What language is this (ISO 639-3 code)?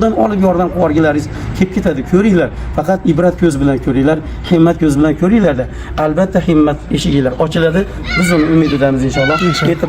uzb